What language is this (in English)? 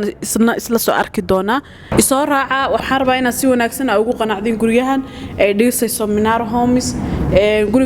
Somali